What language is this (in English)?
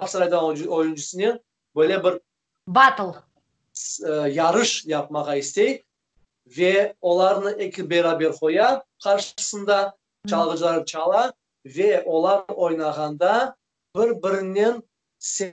Crimean Tatar